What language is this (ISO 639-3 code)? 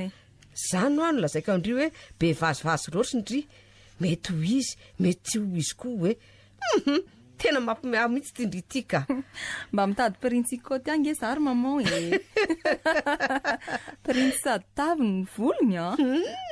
mlg